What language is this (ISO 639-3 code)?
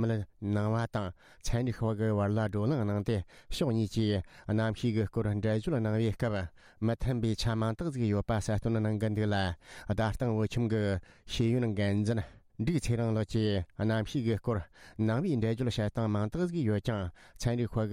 bod